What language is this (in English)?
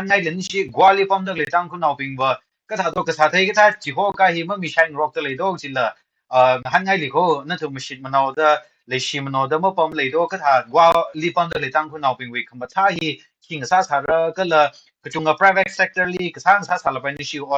Tangkhul Naga (India)